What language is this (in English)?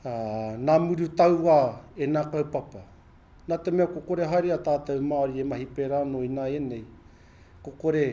Māori